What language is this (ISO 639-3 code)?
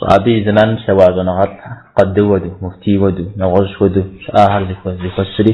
kbd